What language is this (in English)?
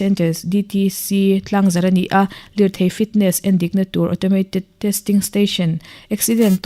Mizo